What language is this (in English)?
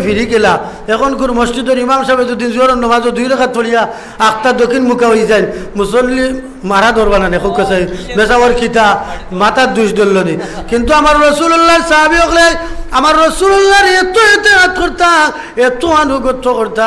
Sylheti